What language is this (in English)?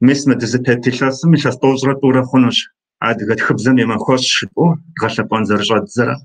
Kabardian